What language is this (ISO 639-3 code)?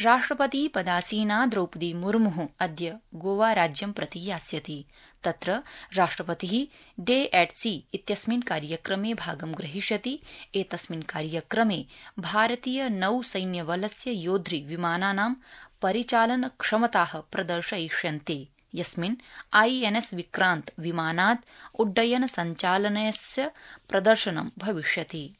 san